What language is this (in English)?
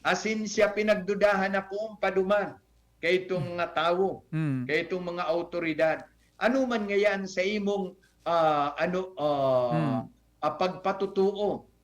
Bikol